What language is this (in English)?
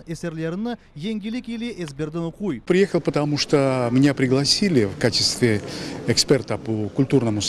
Crimean Tatar